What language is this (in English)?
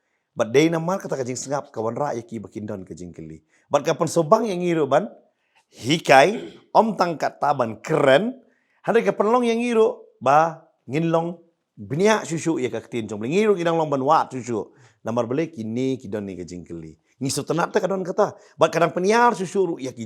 Khasi